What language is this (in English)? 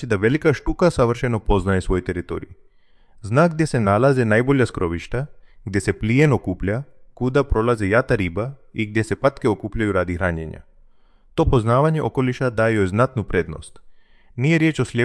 Croatian